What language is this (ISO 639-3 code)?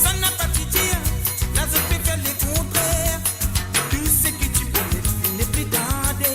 mfe